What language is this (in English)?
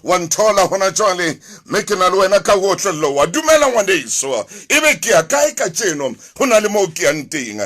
Southern Sotho